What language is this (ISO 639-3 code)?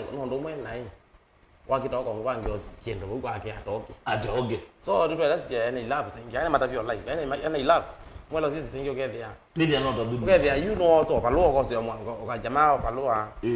kam